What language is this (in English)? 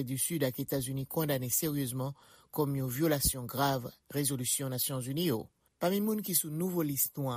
Haitian Creole